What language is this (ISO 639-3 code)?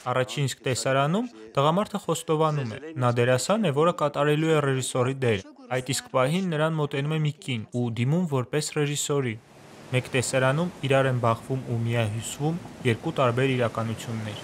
hye